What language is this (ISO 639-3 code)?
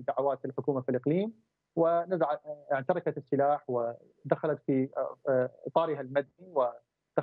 ara